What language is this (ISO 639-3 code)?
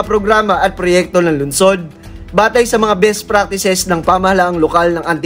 fil